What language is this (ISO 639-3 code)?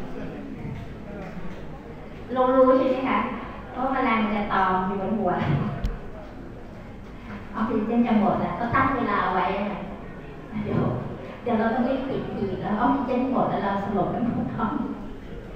tha